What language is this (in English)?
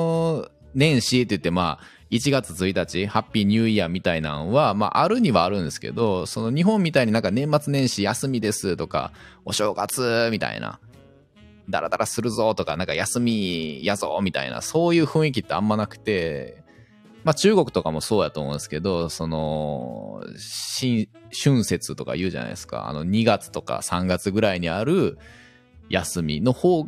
Japanese